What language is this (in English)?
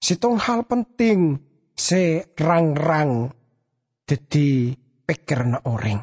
Madurese